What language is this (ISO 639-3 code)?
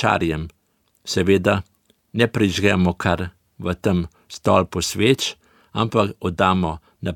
slv